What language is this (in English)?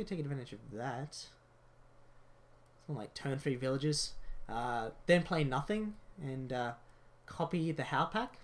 English